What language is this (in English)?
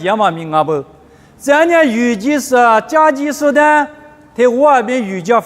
Lisu